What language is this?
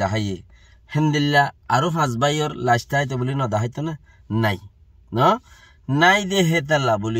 Rohingya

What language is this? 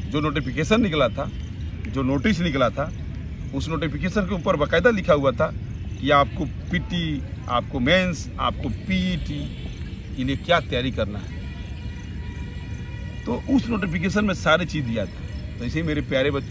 Hindi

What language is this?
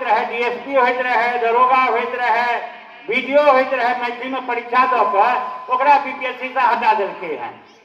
Maithili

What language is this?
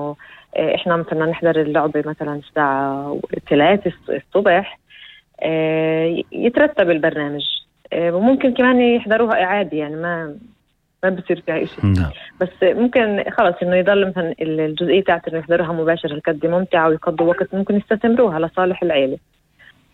North Levantine Arabic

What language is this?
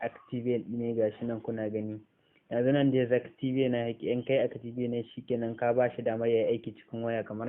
Hausa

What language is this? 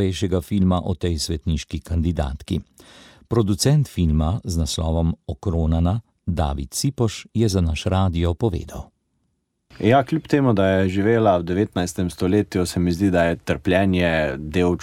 Slovenian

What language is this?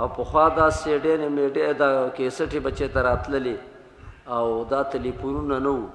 Pashto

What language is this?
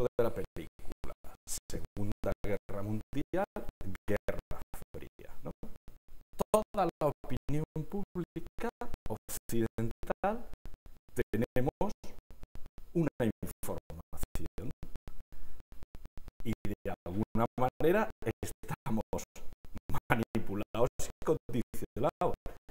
Spanish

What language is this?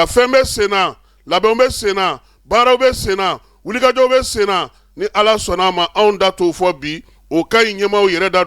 Bambara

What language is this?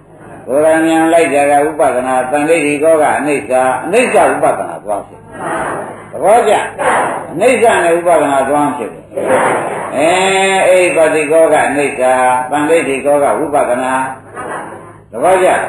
Burmese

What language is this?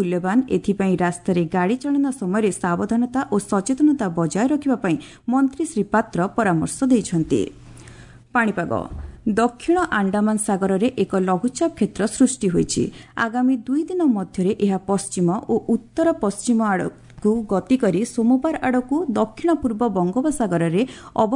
Odia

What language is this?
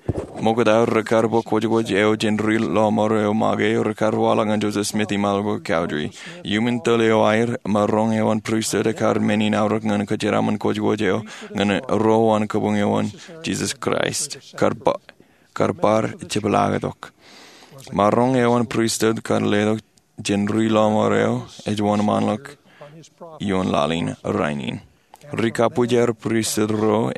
Marshallese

